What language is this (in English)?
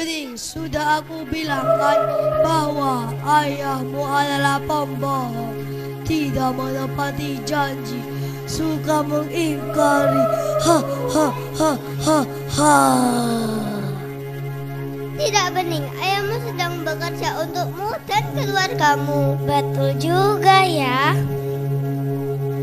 Indonesian